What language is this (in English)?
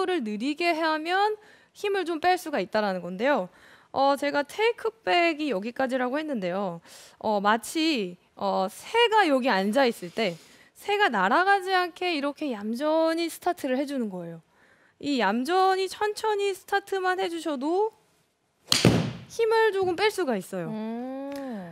Korean